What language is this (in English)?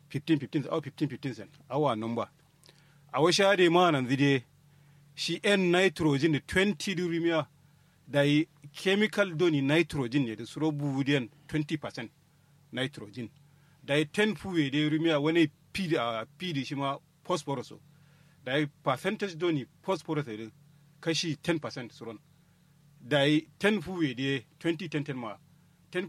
Kanuri